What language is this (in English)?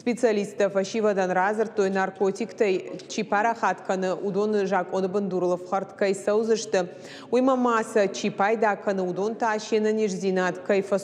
Ossetic